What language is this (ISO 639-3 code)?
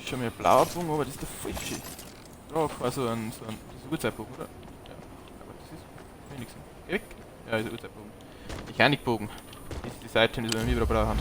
bar